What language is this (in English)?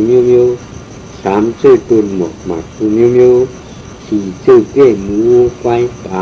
Shan